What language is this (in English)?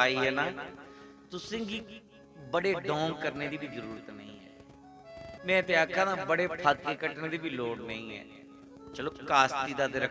Dogri